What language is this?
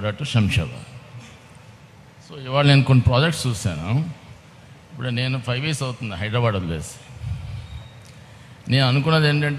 Telugu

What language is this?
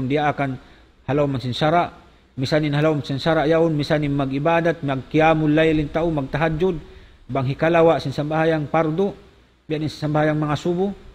Tausug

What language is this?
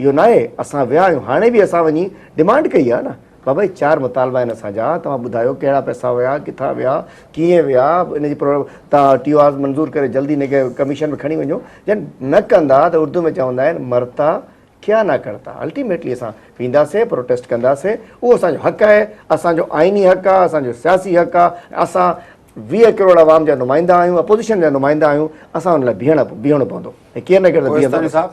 Sindhi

